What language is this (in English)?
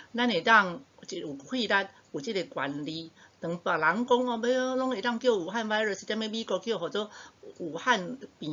Min Nan Chinese